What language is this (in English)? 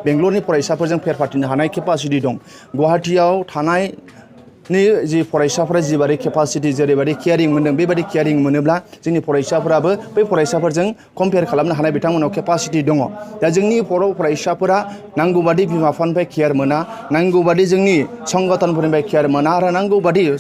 Bodo